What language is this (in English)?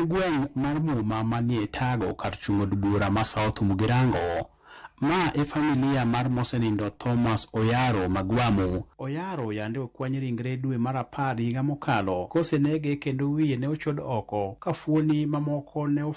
Luo (Kenya and Tanzania)